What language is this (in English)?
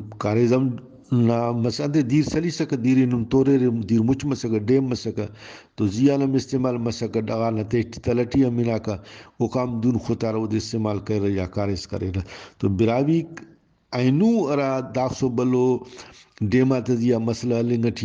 Brahui